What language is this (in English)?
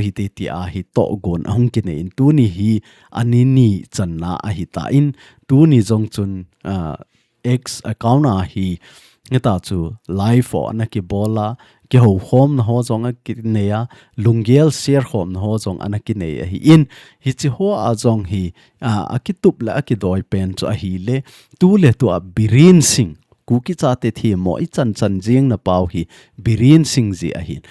Thado Chin